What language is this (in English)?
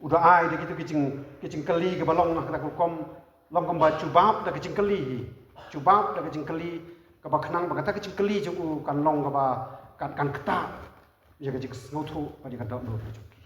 Khasi